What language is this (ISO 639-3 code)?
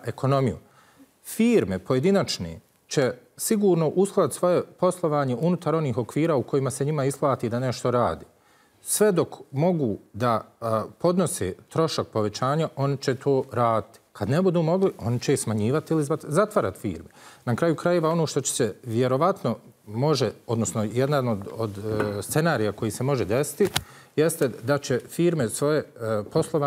bos